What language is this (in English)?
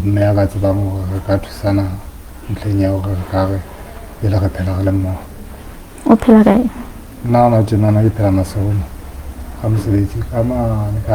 Southern Sotho